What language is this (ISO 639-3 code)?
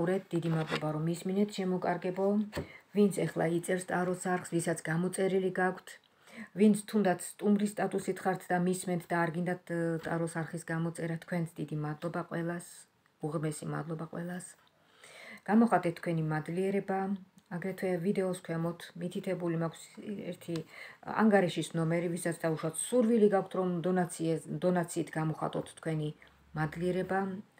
kat